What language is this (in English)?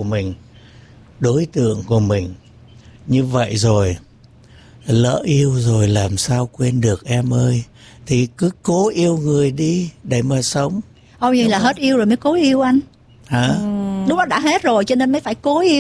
Vietnamese